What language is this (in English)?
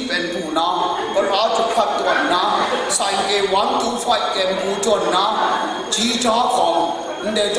Kachin